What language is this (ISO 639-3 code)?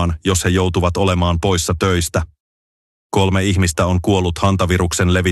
fin